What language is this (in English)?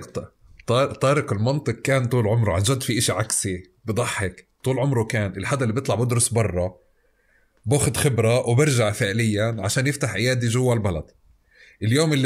North Levantine Arabic